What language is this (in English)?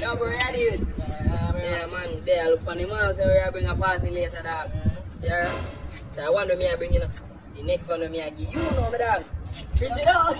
Jamaican Creole English